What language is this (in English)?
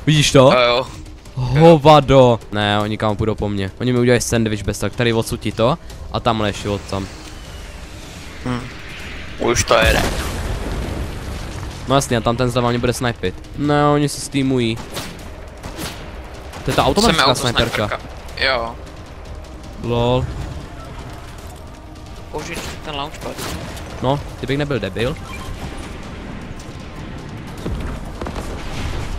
Czech